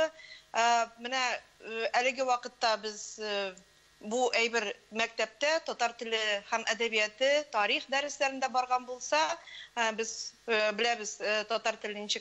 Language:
Tatar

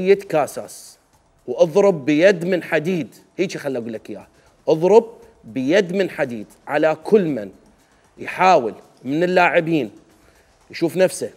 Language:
Mesopotamian Arabic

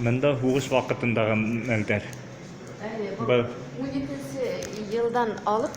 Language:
Bashkir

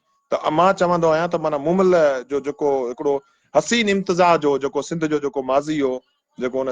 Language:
Sindhi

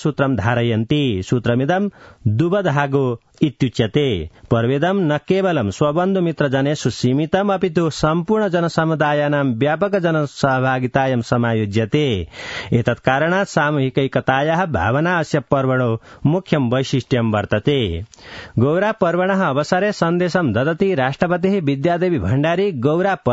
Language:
Sanskrit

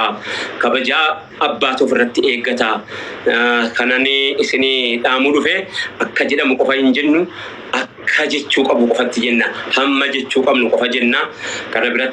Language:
Oromo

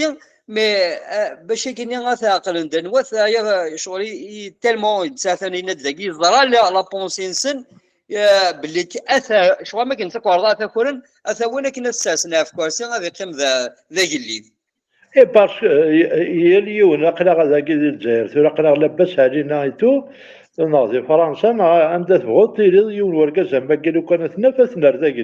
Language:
Kabyle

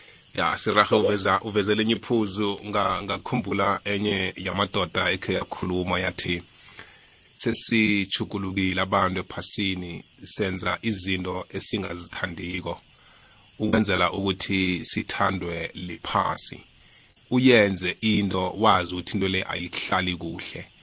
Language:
South Ndebele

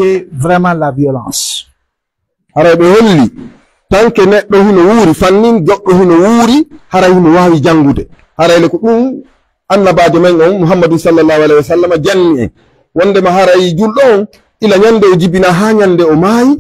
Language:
Pular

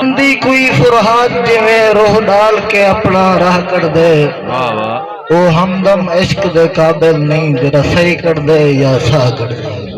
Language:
Saraiki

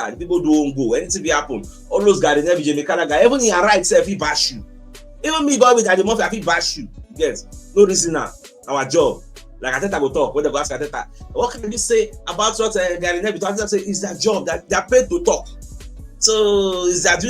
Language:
Nigerian Pidgin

